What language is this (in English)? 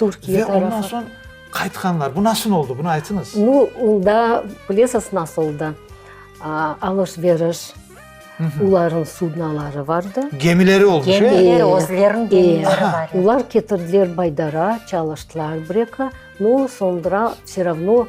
Crimean Tatar